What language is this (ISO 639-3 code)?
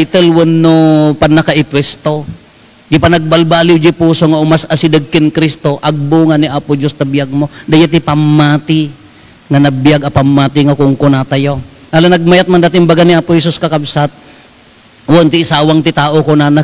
ilo